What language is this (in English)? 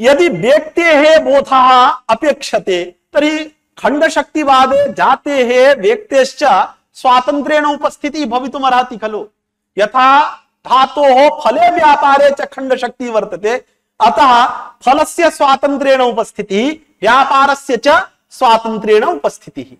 Sanskrit